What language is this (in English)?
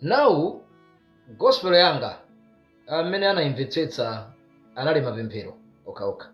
Nyanja